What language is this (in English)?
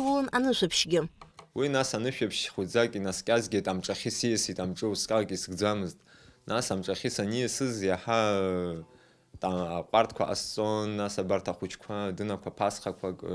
Abkhazian